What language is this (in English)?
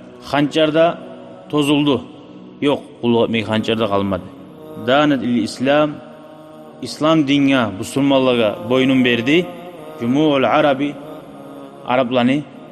Kumyk